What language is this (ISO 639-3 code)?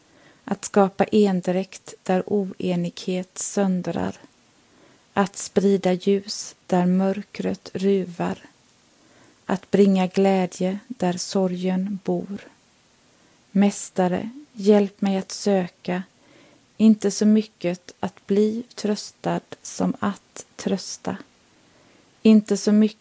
swe